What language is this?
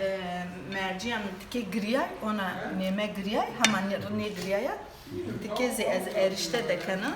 Zaza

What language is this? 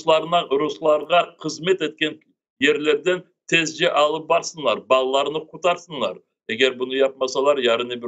Crimean Tatar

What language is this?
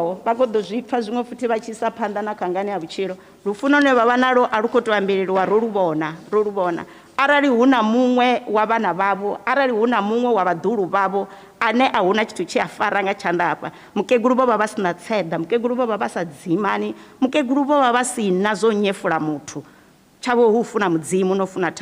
Venda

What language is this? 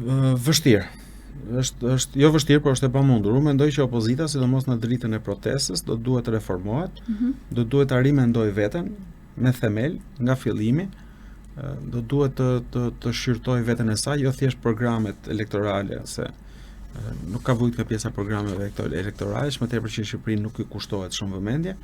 Albanian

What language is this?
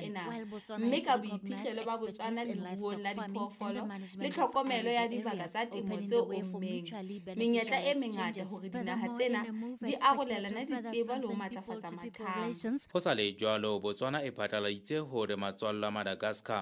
Southern Sotho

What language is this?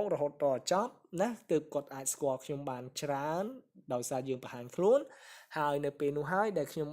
Khmer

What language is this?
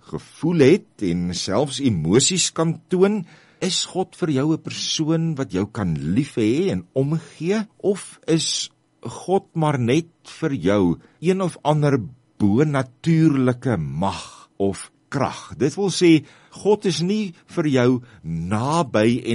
Afrikaans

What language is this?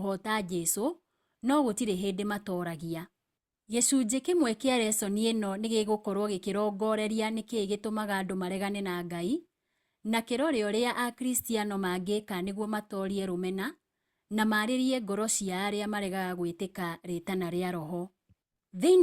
Kikuyu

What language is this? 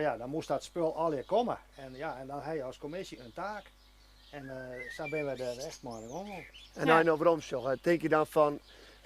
Western Frisian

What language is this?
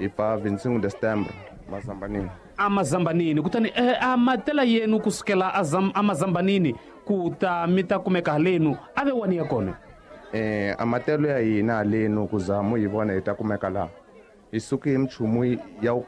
Tsonga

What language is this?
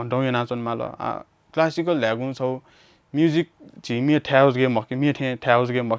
Newari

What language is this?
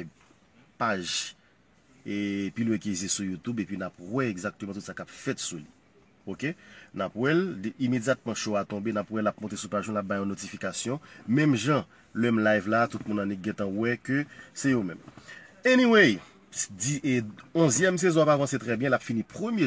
Haitian Creole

